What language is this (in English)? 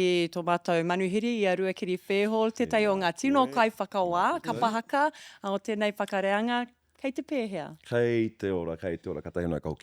Māori